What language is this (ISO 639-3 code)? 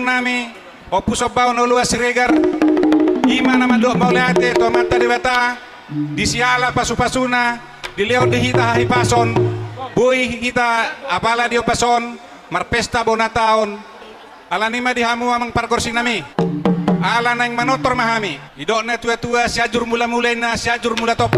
bbc